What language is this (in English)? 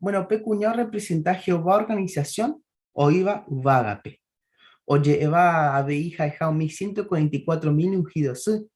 Guarani